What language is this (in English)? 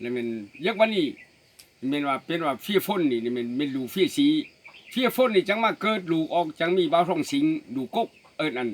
Lao